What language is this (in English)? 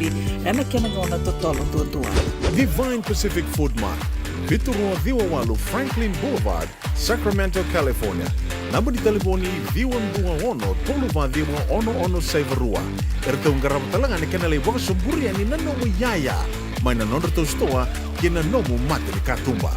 Fijian